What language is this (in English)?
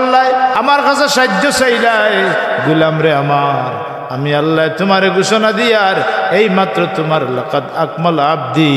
Sylheti